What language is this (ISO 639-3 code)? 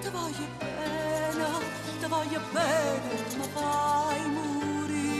nap